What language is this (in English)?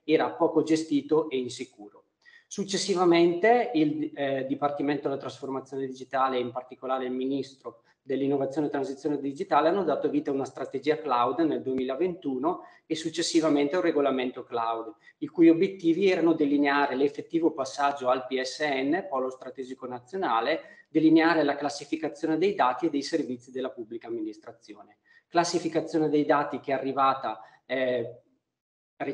Italian